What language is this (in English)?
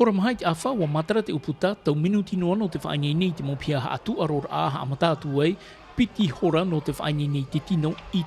Tahitian